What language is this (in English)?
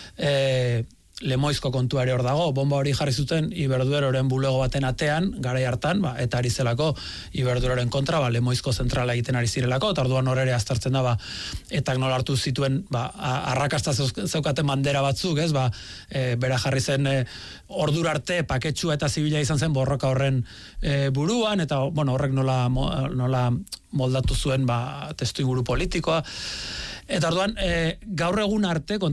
Basque